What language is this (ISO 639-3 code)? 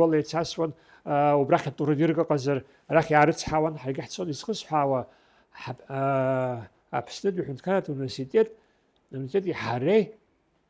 abk